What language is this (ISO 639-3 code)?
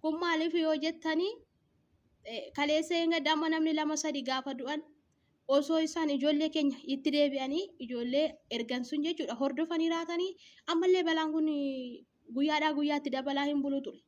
orm